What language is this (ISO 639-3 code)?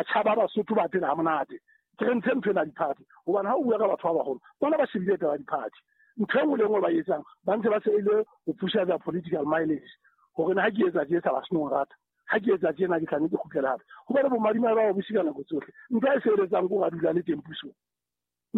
sot